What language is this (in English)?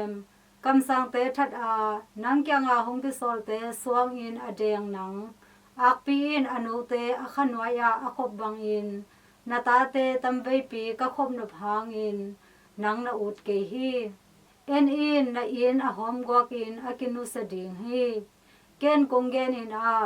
Tedim Chin